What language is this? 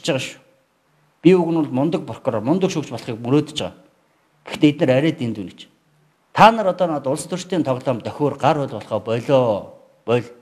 Mongolian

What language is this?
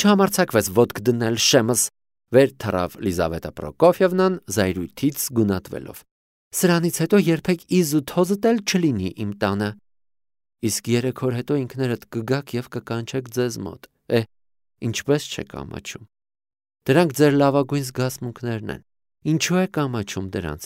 Armenian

